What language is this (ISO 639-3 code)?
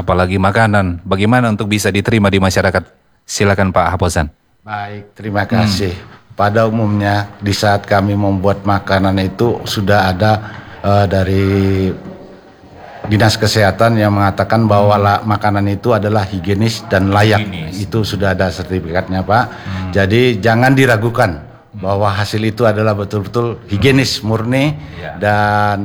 ind